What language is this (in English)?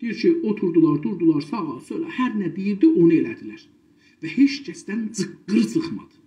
South Azerbaijani